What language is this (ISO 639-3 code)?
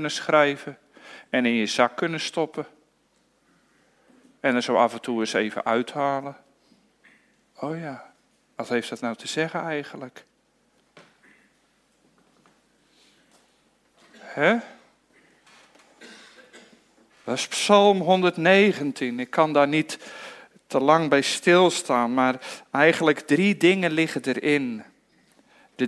nld